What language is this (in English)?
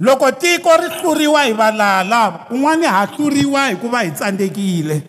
Tsonga